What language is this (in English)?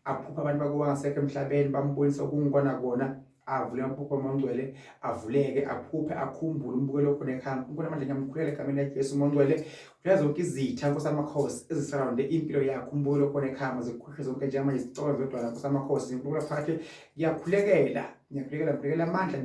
Zulu